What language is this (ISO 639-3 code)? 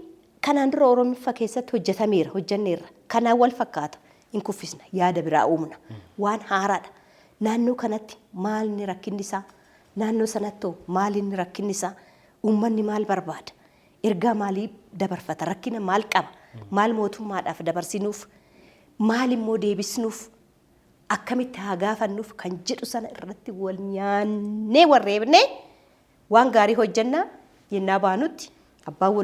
orm